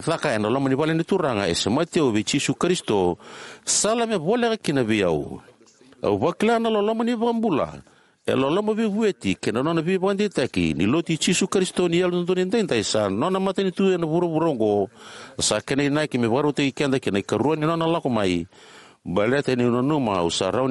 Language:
Fijian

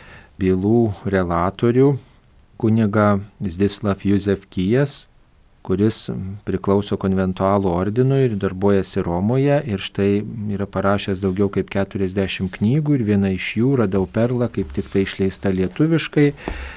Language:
Lithuanian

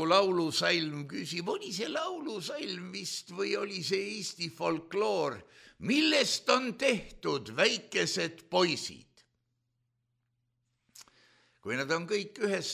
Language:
Estonian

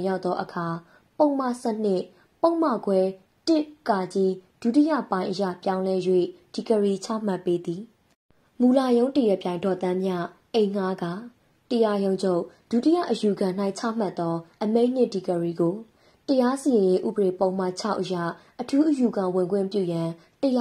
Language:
Burmese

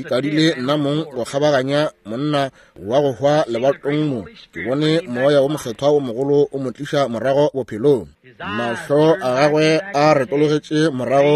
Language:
Northern Sotho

